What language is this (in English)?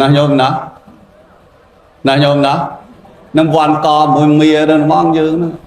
Khmer